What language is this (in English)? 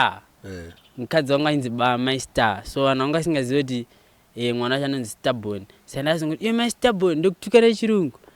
Shona